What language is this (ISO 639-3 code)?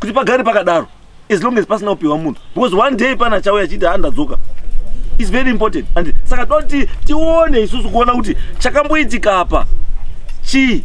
sna